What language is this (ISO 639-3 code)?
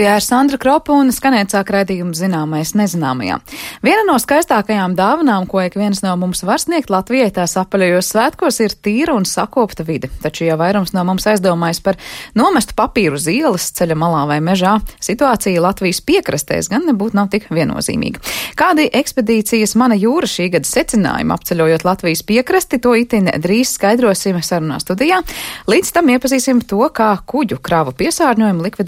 lav